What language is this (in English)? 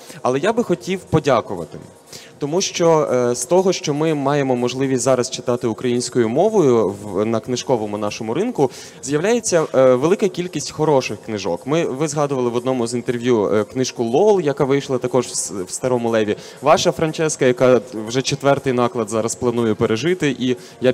Ukrainian